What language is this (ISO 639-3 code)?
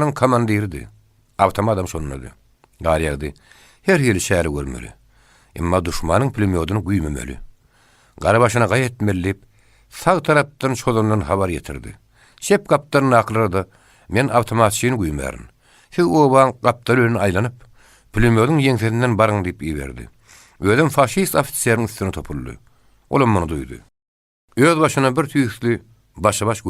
tuk